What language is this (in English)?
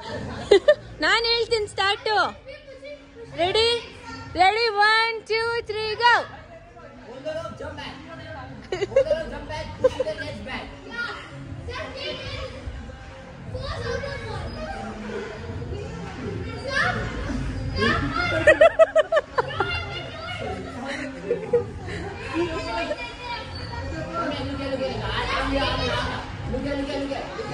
Kannada